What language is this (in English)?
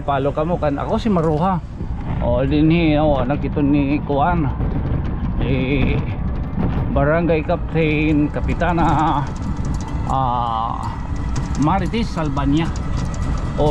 Waray